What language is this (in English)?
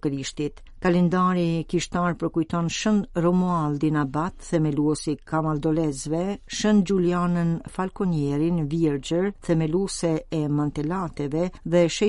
Albanian